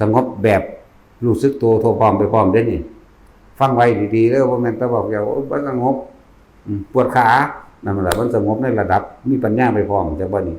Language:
Northeastern Thai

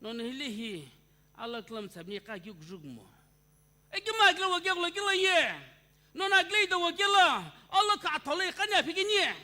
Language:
Sumi Naga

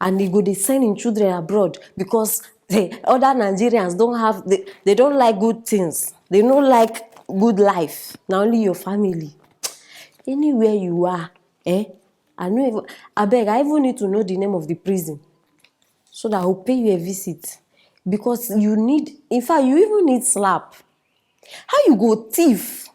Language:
Nigerian Pidgin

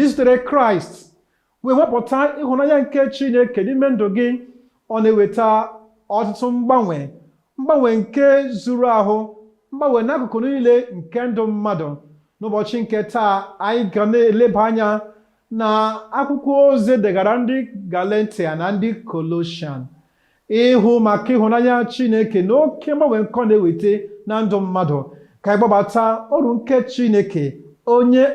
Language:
Igbo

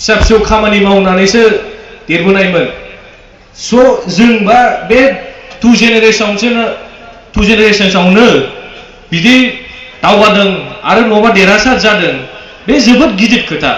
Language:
Bodo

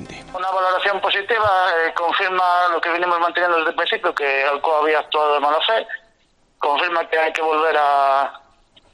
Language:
Galician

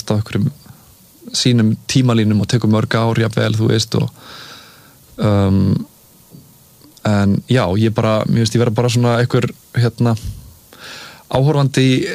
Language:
Icelandic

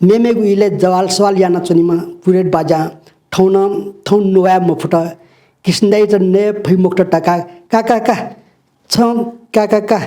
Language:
Newari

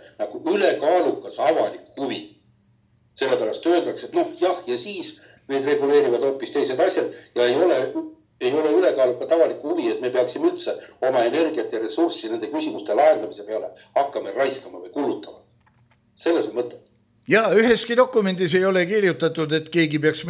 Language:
Estonian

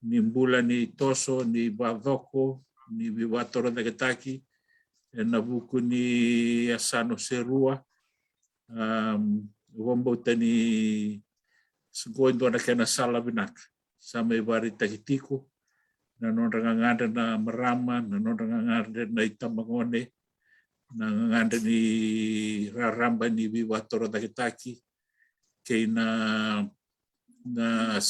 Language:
Fijian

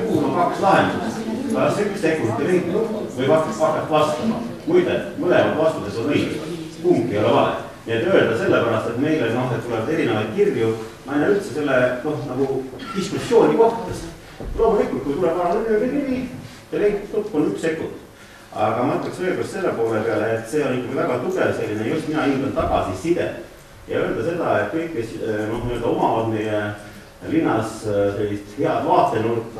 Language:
Estonian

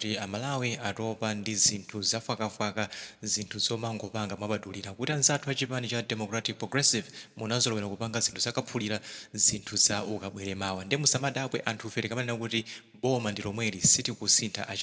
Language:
Nyanja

